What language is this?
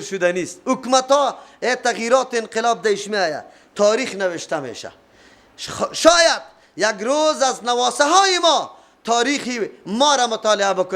Persian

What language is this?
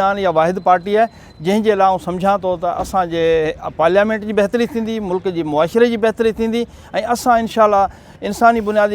Sindhi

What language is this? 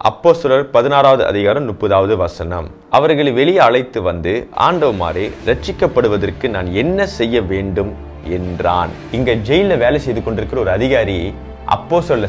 Tamil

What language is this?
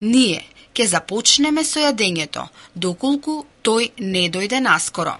Macedonian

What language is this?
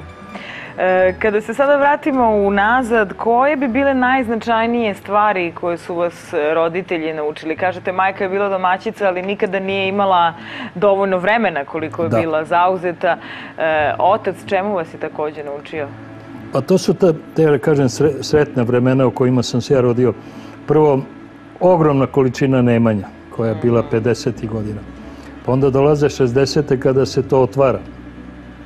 Serbian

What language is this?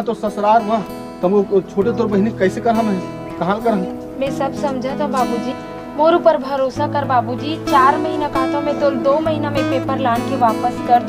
Chhattisgarhi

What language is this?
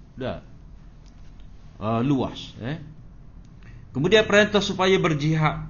Malay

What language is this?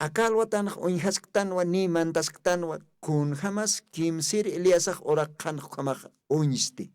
Aymara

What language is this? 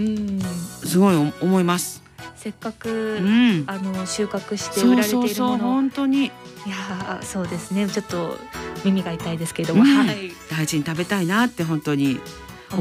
Japanese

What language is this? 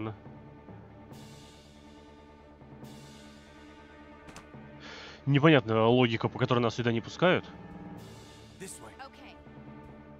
Russian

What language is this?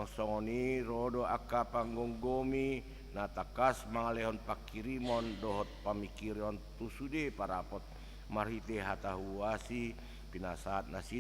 Batak Toba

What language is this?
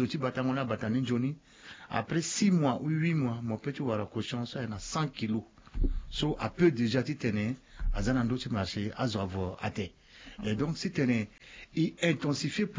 Sango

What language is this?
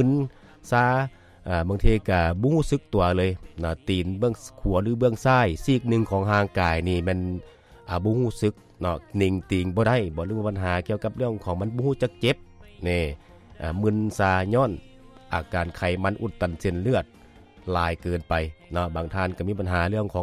Lao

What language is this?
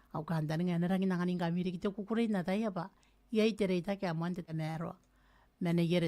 Gilbertese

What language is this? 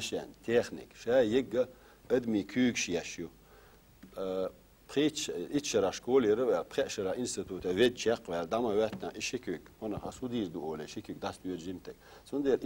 Chechen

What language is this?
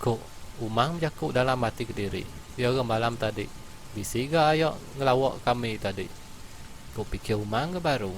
Iban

